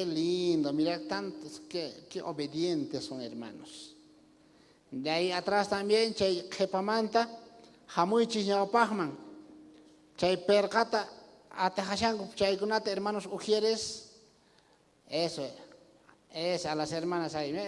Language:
South Bolivian Quechua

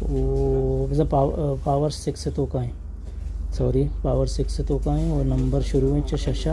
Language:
Baluchi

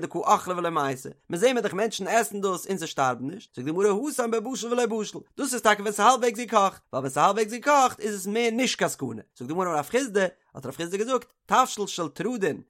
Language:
Yiddish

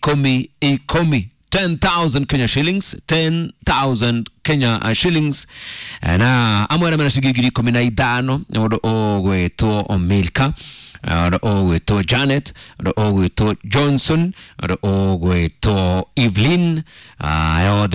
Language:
Kikuyu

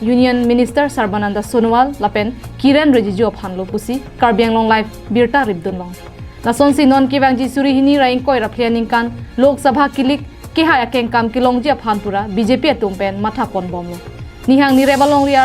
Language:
Karbi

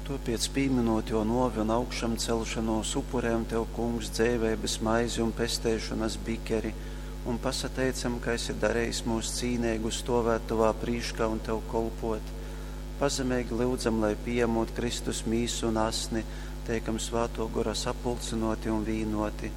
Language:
Latgalian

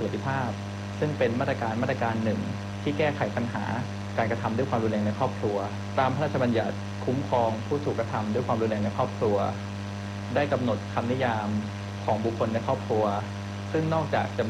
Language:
Thai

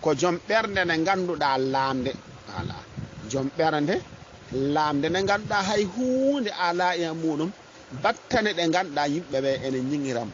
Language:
Fula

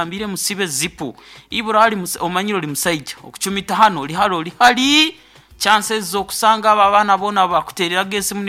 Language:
Nyoro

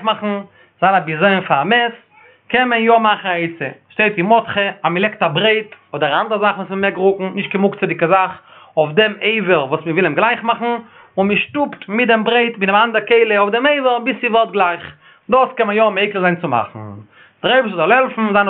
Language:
Yiddish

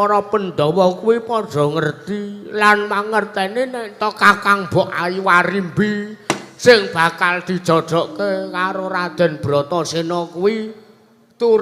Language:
Javanese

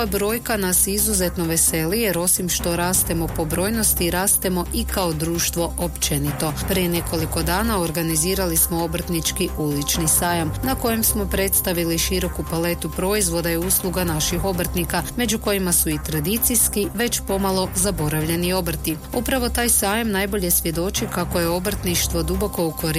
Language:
Croatian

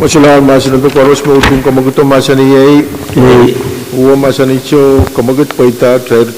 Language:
Pohnpeian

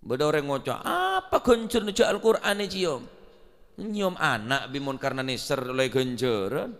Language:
Madurese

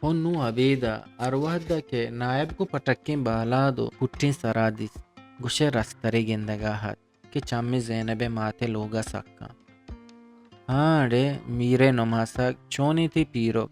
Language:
Eastern Balochi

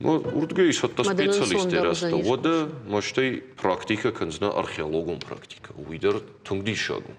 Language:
Ossetic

